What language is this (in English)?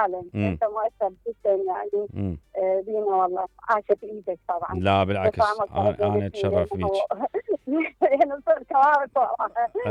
Mesopotamian Arabic